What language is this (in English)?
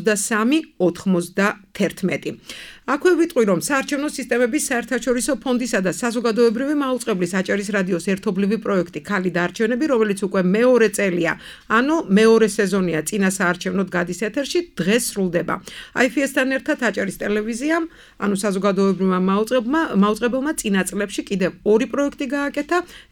Georgian